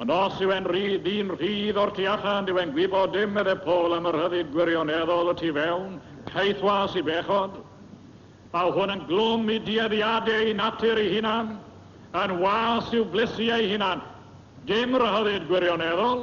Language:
Welsh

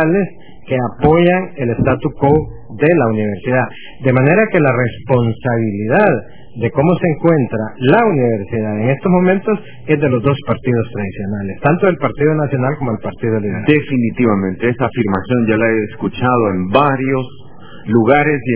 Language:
Spanish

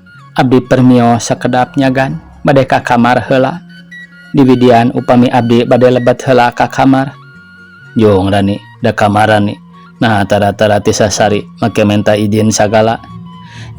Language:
Sundanese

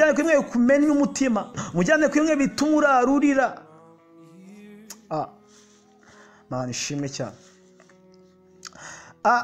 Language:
Kinyarwanda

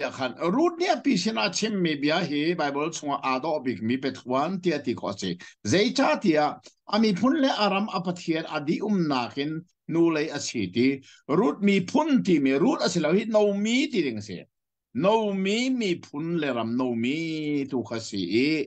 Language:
Hakha Chin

